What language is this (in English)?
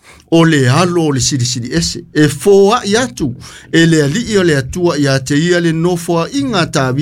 Samoan